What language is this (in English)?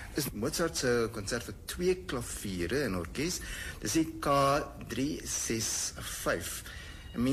Afrikaans